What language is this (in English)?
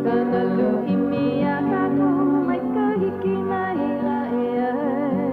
Hawaiian